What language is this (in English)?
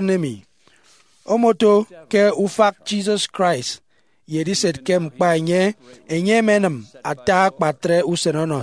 Efik